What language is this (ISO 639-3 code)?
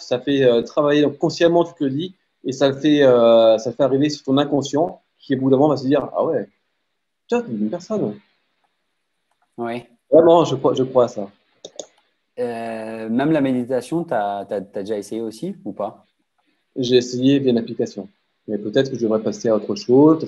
fra